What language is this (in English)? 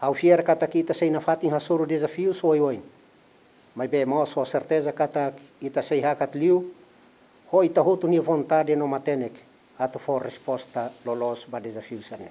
Tetum